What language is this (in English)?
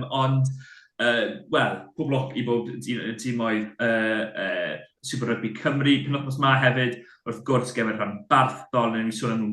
Welsh